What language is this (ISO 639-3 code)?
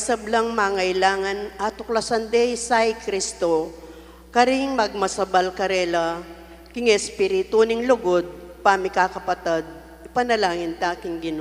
pam